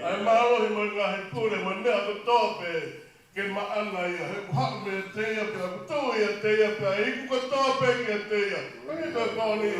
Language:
Tongan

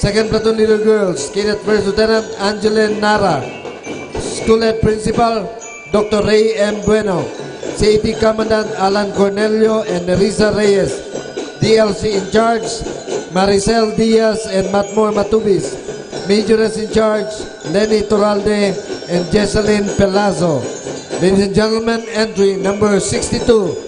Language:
Bikol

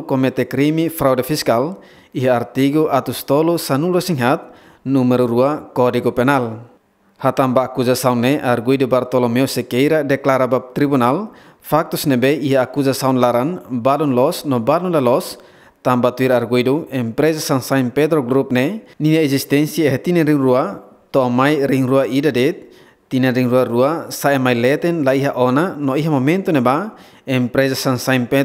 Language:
Tetum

